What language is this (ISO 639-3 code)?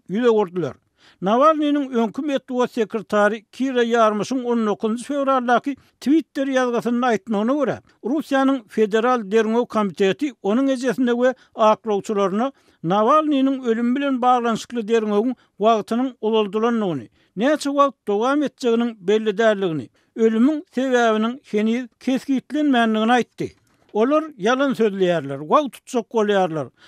tuk